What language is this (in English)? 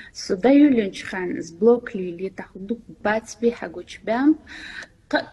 Ingush